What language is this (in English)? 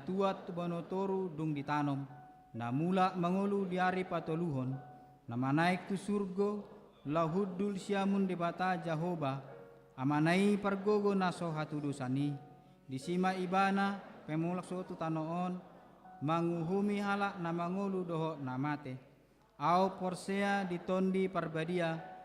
Batak Toba